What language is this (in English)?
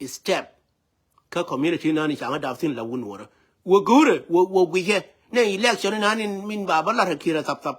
Nuer